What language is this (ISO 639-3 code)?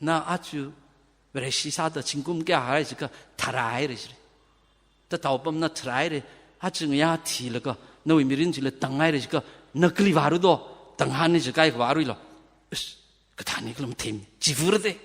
nmf